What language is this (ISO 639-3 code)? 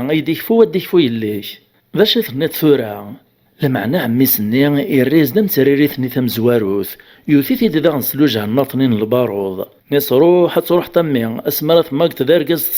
kab